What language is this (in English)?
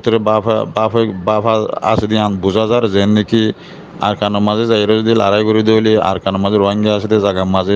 Rohingya